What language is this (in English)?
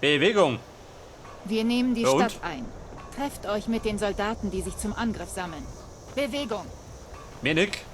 Bavarian